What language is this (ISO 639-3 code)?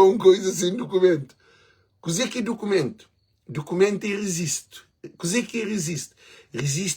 kea